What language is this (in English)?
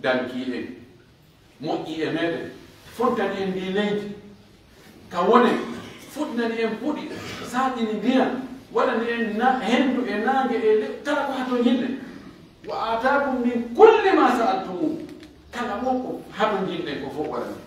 Pular